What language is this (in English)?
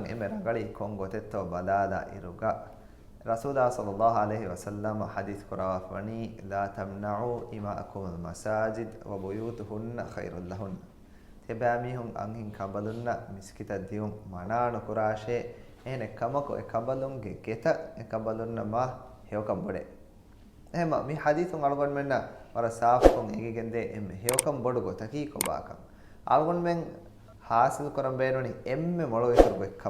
Divehi